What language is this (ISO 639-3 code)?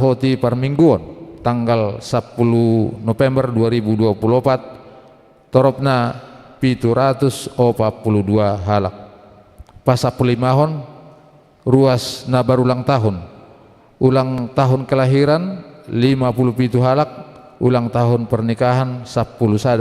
bbc